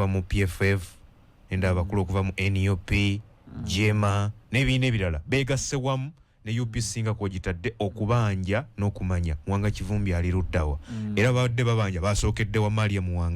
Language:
Ganda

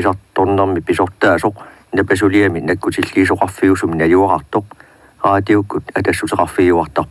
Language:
Kalaallisut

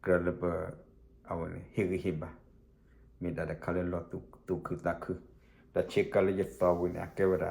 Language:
S'gaw Karen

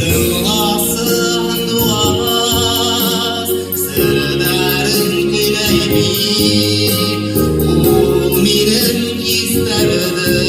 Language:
Bashkir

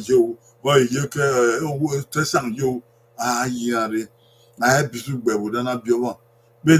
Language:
Bini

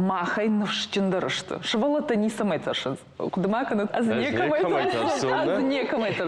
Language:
Ossetic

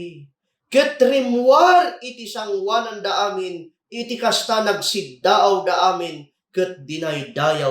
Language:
Iloko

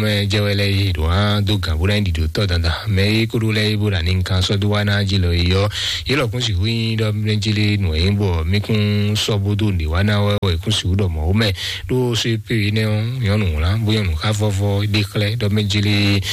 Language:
Fon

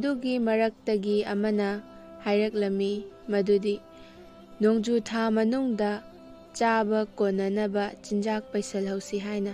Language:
Manipuri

